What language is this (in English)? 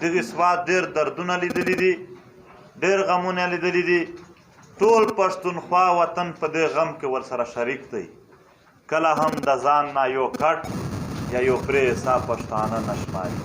Pashto